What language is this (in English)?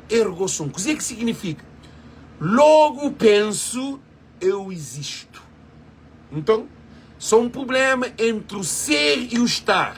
Kabuverdianu